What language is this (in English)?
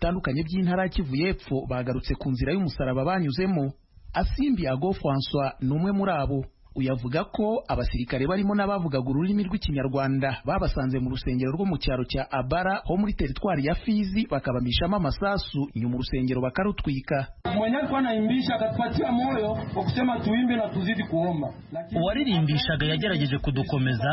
Kinyarwanda